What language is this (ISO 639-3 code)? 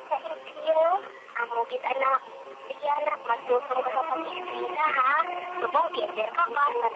hil